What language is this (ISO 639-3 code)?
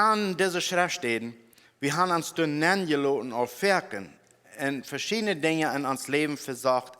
pdt